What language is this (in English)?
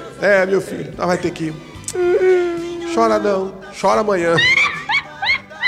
Portuguese